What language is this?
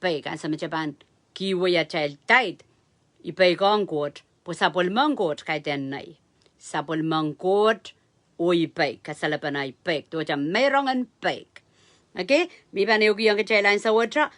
Pohnpeian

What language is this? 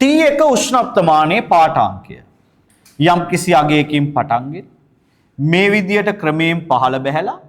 Sinhala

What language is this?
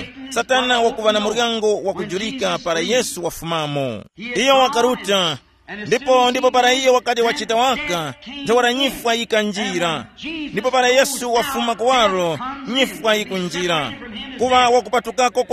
Tumbuka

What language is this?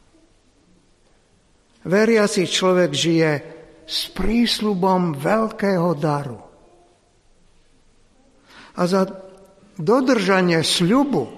Slovak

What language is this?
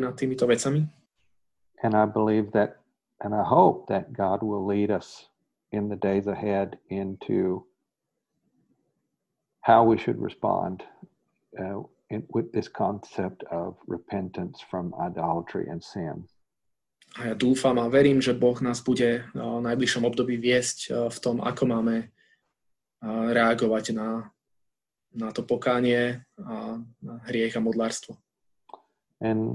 Slovak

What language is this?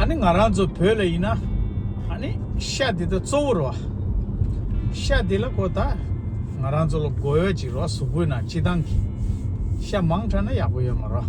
Tibetan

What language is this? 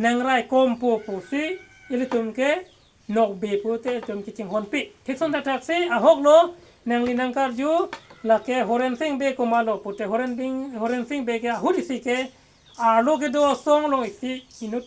Karbi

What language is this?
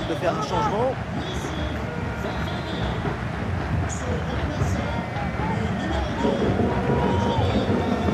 French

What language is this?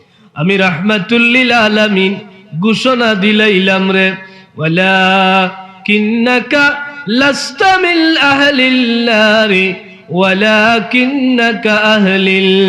Sylheti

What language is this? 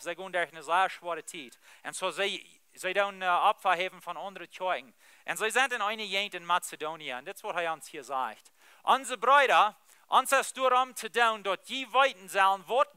Plautdietsch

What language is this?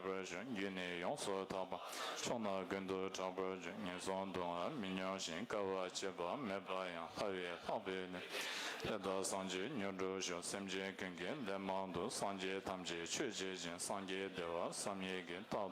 Tibetan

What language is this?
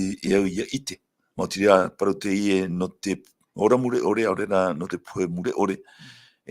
Tahitian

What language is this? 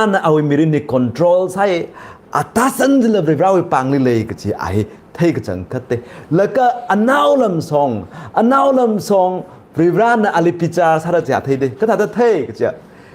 Tangkhul Naga (India)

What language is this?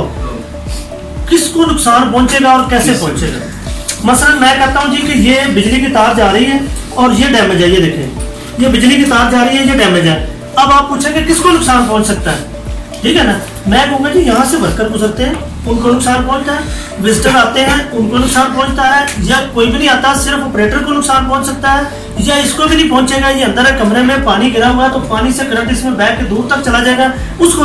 Hindi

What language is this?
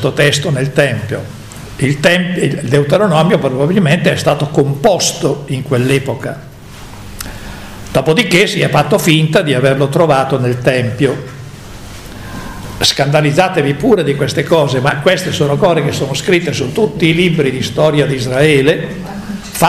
Italian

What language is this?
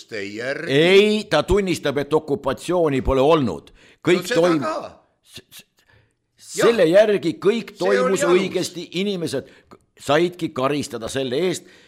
Estonian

